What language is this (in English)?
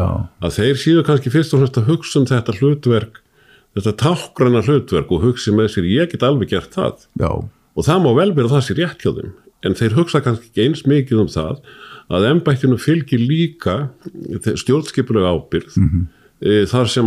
Icelandic